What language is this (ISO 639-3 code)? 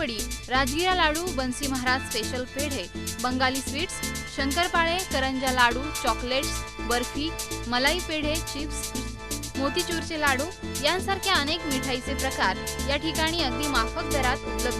mar